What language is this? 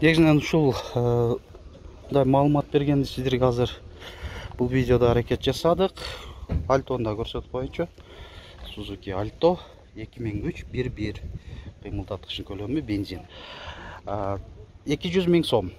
Kyrgyz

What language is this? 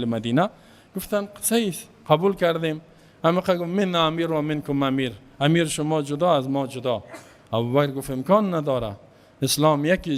Persian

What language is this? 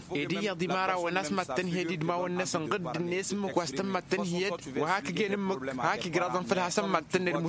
Tamasheq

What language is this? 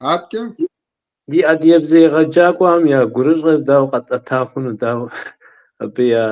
Kabardian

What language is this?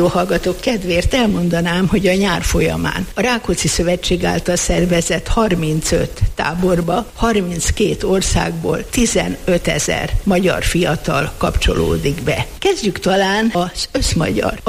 Hungarian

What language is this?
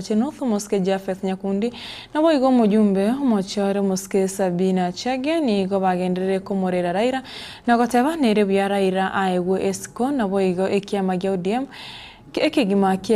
Gusii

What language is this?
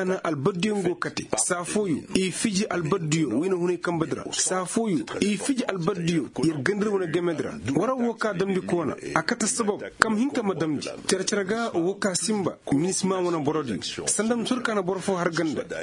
Koyraboro Senni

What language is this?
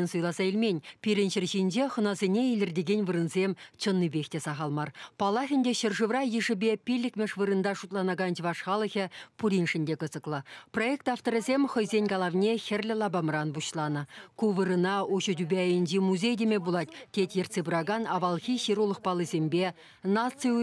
Chuvash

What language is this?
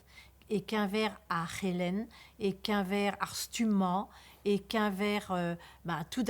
Breton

